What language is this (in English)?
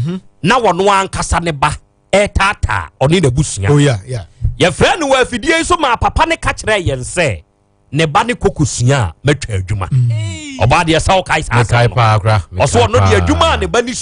Akan